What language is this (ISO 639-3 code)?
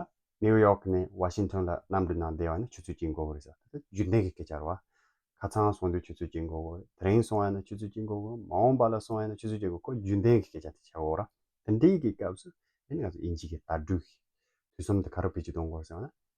bod